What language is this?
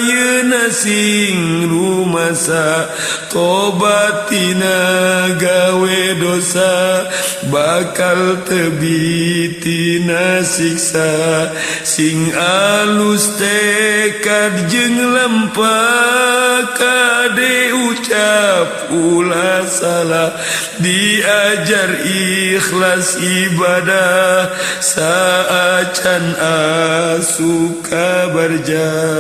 Sundanese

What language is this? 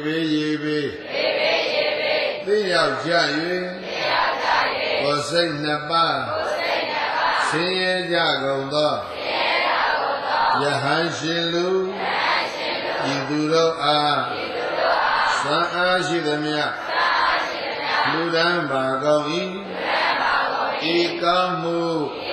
Burmese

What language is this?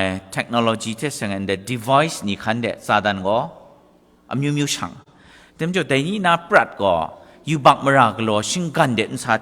Kachin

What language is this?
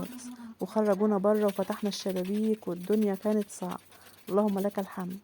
Egyptian Arabic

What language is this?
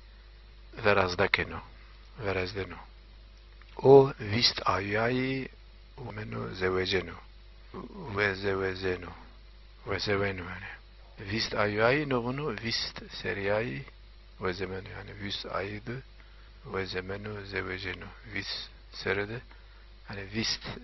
Zaza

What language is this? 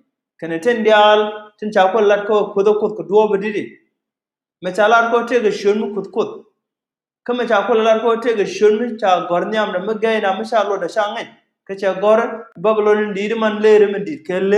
Nuer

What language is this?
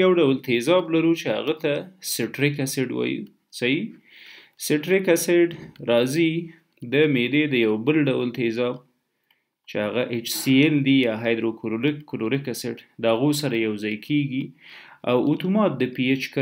Pashto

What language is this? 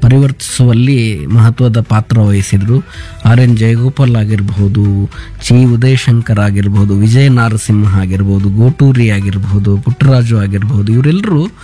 Kannada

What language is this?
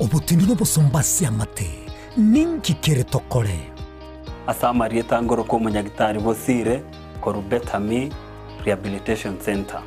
Gusii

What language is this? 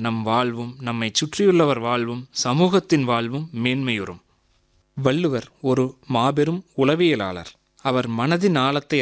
Tamil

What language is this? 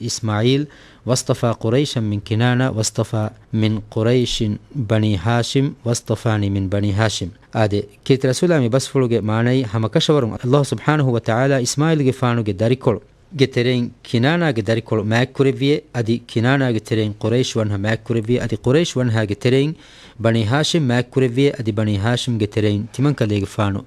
Divehi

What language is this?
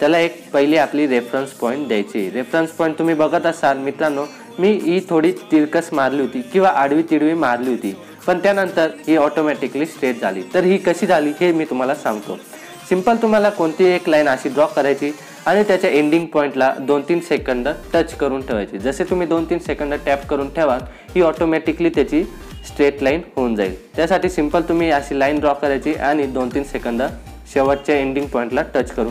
Marathi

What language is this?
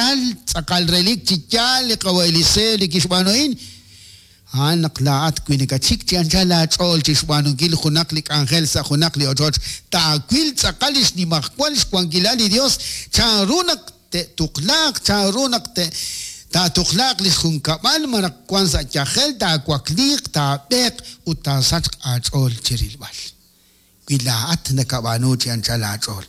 Kekchí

